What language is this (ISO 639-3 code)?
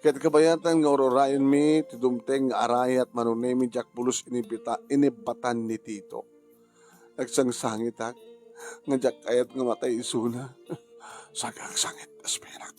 ilo